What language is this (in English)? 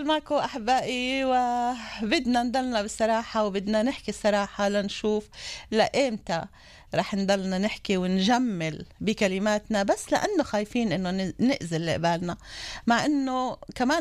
North Levantine Arabic